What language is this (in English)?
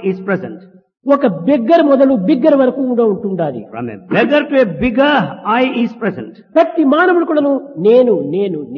Telugu